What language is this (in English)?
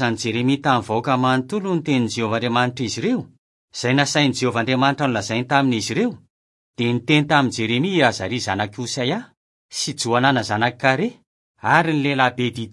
Malagasy